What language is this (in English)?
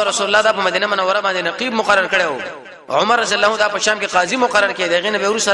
Pashto